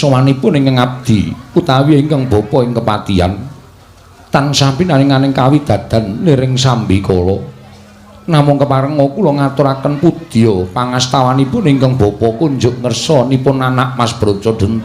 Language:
Javanese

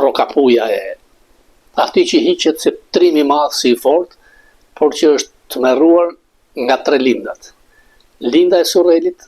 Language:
Albanian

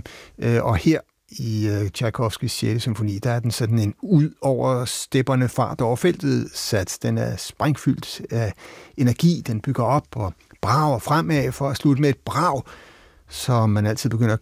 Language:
Danish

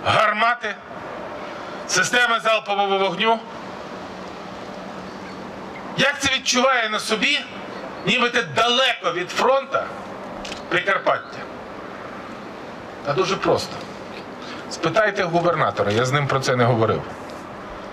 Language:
Ukrainian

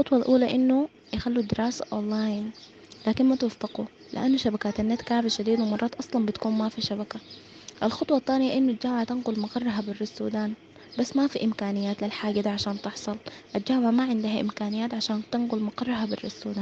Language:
Sudanese Arabic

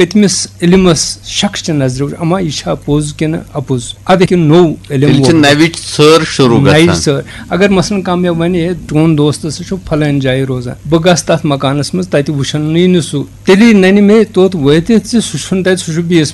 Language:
Kashmiri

